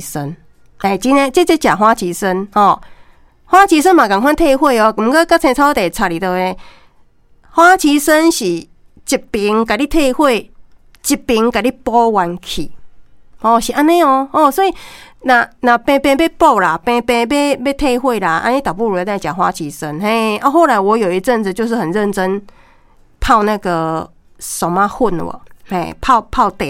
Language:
Min Nan Chinese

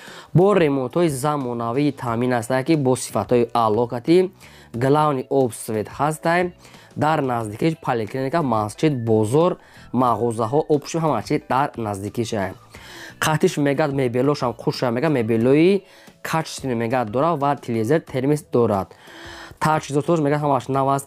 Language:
Tajik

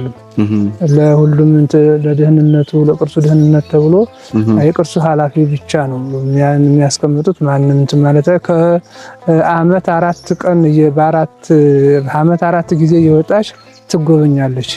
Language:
Amharic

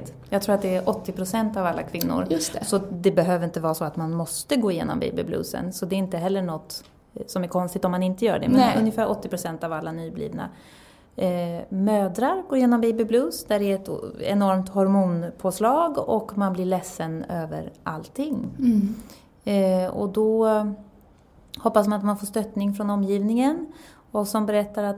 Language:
Swedish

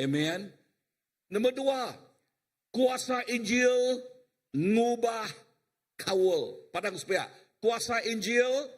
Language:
Iban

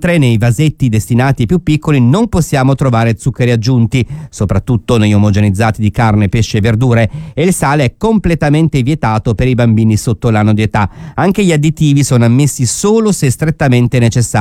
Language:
Italian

